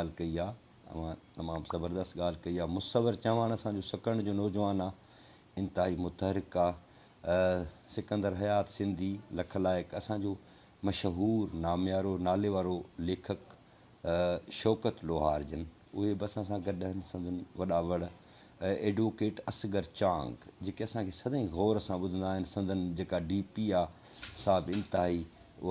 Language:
Sindhi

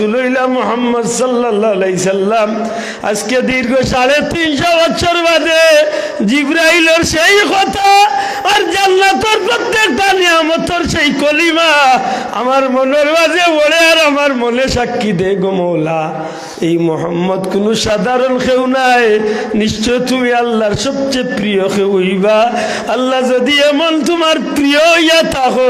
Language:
Sylheti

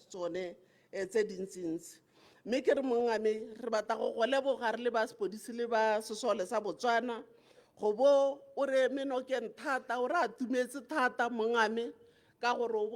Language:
Tswana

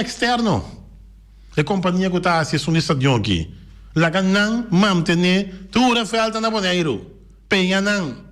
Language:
Papiamento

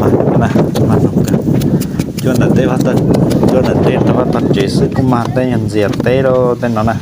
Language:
Hmong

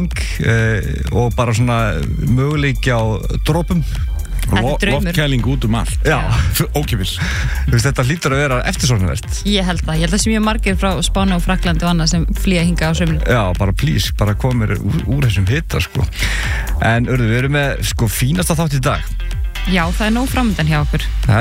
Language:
Icelandic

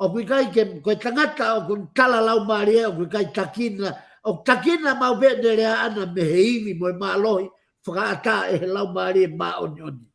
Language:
Tongan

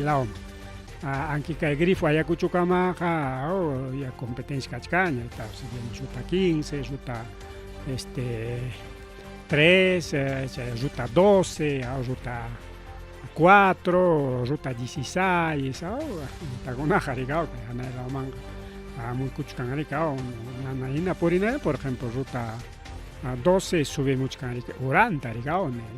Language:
Ayacucho Quechua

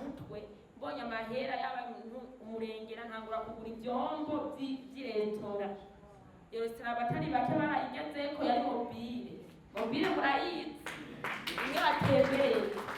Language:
Rundi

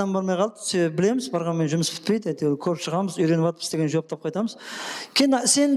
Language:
Kara-Kalpak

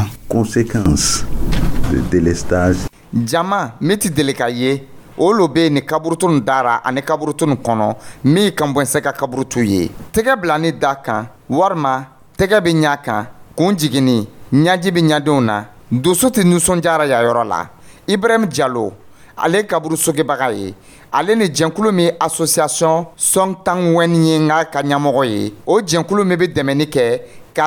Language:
Dyula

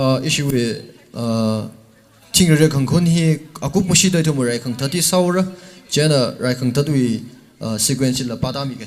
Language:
Tangkhul Naga (India)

